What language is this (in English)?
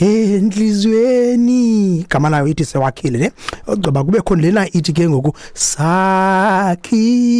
Xhosa